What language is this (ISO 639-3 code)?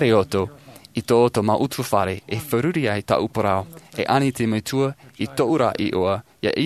tah